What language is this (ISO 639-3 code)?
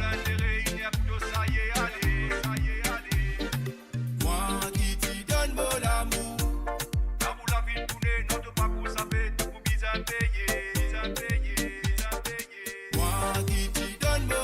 mfe